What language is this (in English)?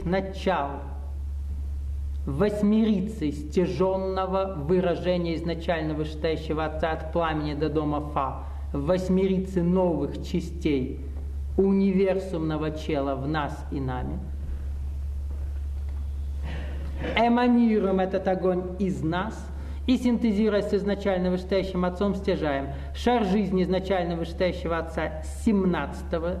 Russian